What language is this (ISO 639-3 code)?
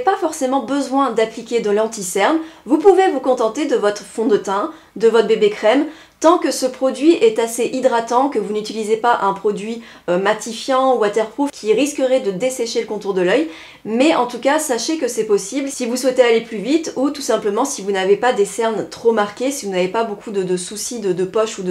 fra